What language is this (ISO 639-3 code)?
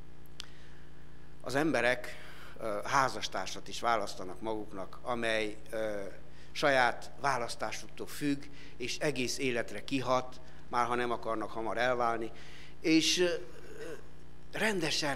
hun